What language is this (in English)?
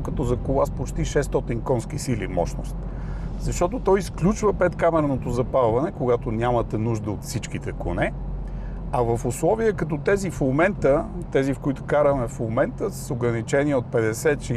Bulgarian